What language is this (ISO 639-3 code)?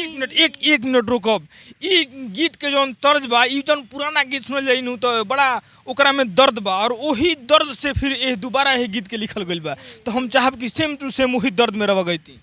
bho